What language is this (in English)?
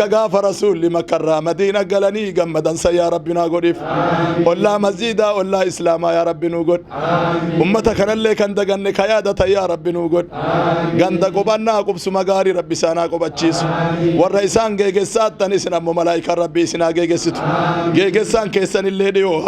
Oromo